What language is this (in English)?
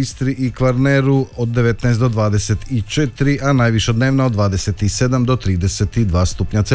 Croatian